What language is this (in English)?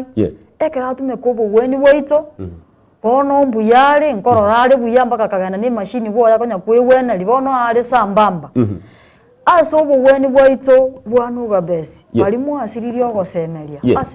Gusii